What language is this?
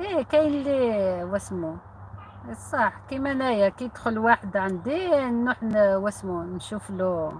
Algerian Arabic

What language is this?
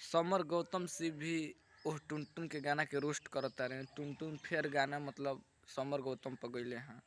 Bhojpuri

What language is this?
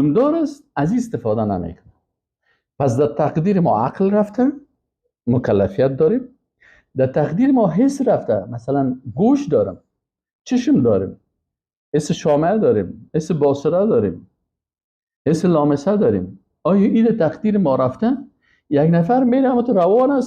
Persian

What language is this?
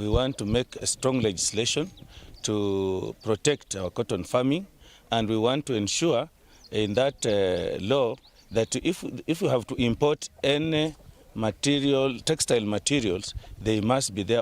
Meru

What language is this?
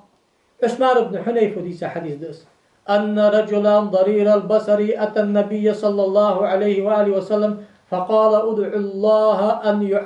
Ingush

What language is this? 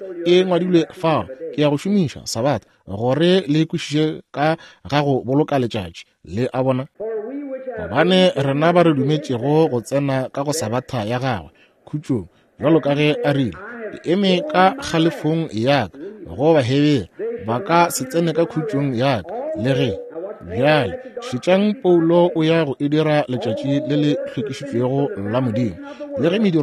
Northern Sotho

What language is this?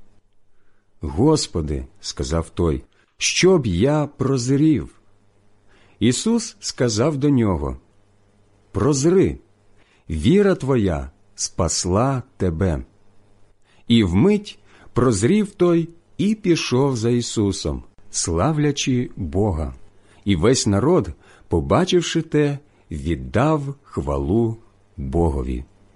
Ukrainian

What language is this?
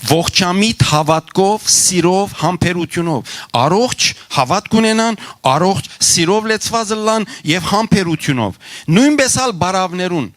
Western Armenian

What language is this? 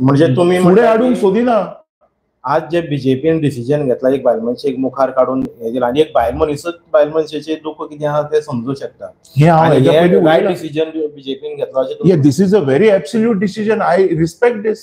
Konkani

